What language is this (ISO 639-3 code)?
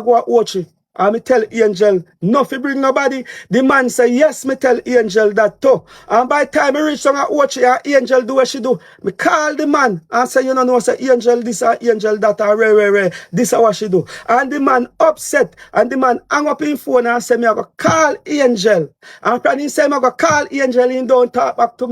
jam